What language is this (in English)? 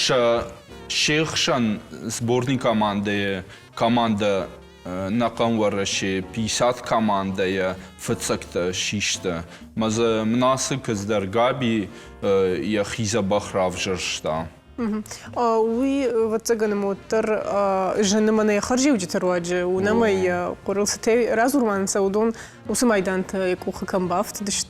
Ossetic